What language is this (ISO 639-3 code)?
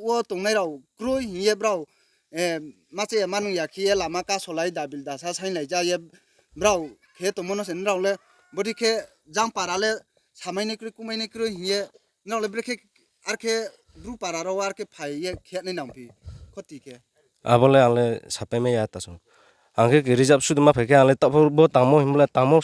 ria